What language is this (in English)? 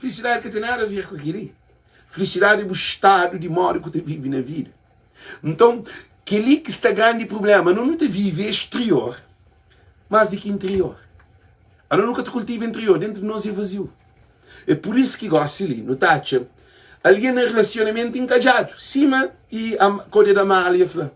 Kabuverdianu